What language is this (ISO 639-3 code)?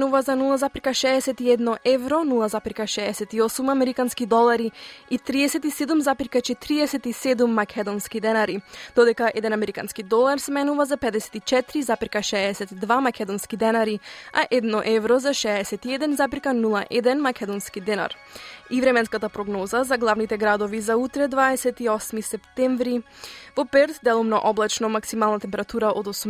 mkd